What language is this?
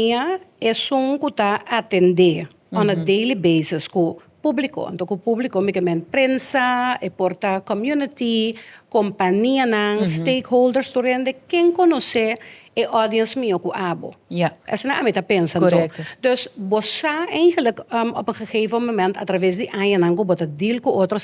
Papiamento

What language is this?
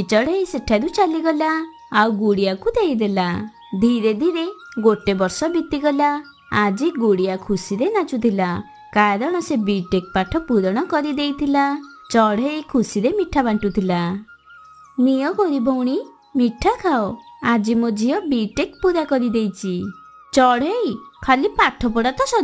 Odia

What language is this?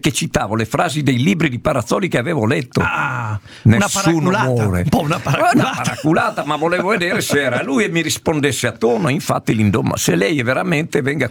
Italian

